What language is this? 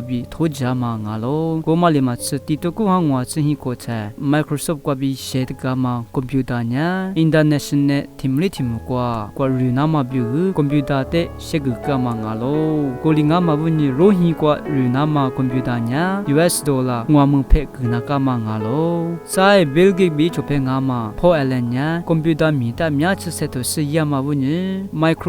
Lisu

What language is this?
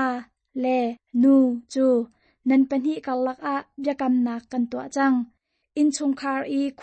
Hakha Chin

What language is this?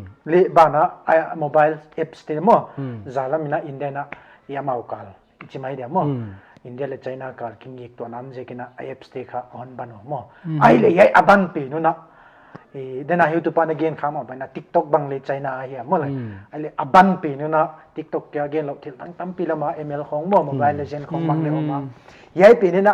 Paite Chin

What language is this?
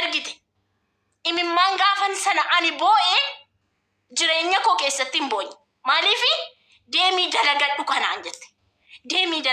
Oromo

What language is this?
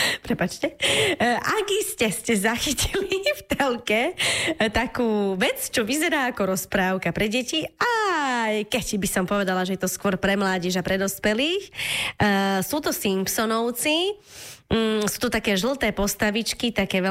Slovak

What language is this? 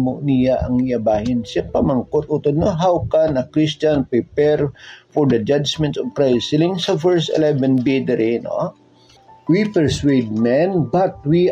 Hiligaynon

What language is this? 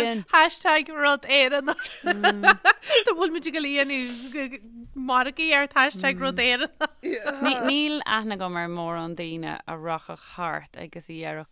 Irish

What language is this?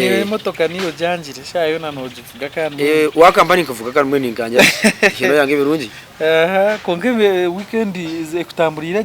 Nyankole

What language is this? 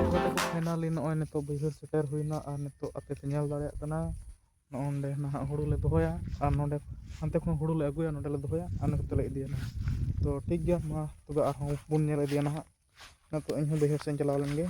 Santali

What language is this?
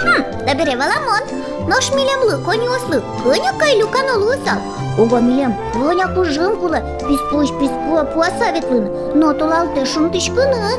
Udmurt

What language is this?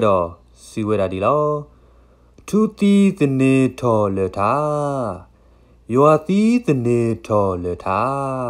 S'gaw Karen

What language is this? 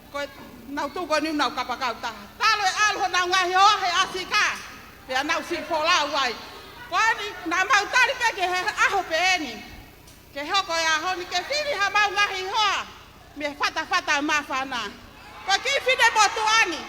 Tongan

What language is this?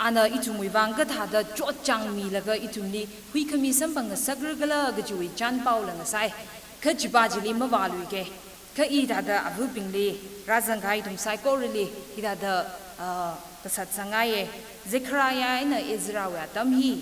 Tangkhul Naga (India)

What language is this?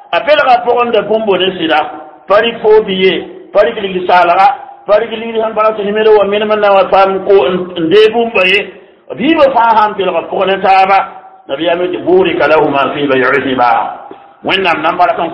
Mossi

